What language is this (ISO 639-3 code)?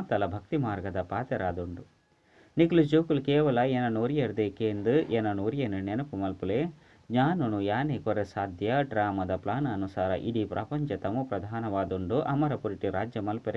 tcy